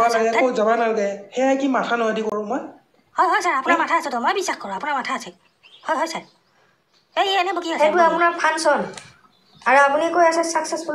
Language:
Assamese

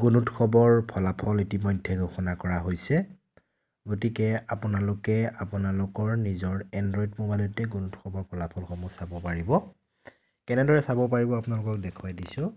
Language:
Assamese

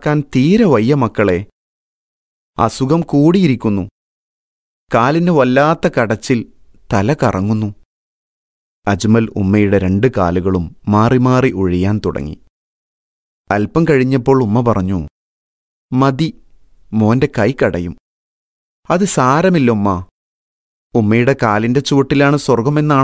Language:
Malayalam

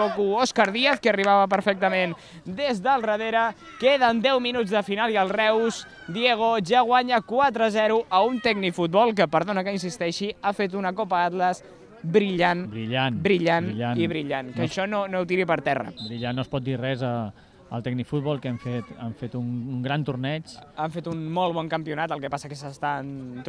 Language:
Catalan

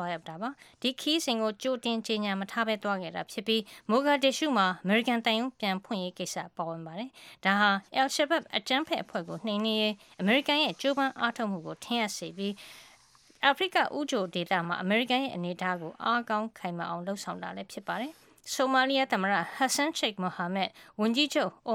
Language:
Burmese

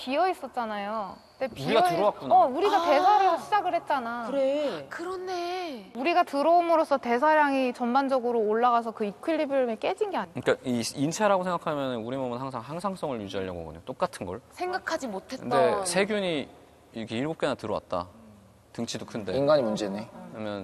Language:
Korean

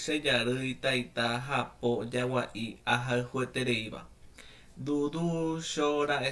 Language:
Guarani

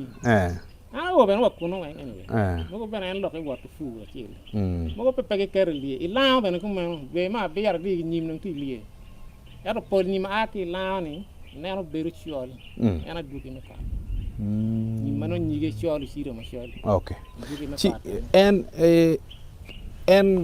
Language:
Acoli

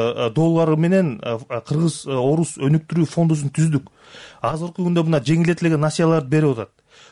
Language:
Kyrgyz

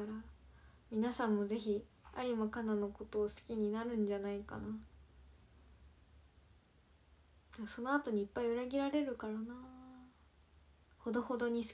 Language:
Japanese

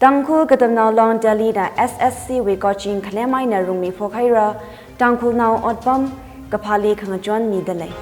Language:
Tangkhul Naga (India)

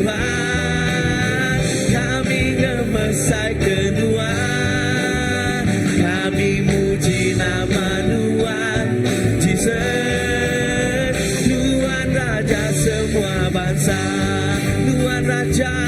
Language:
Iban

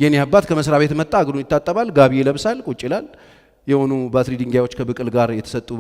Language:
Amharic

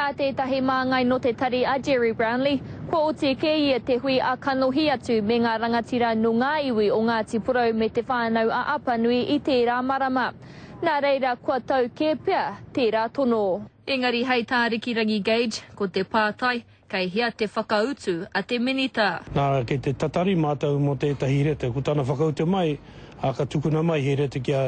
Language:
Māori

